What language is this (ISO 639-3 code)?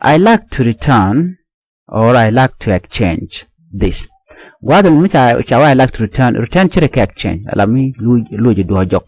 nus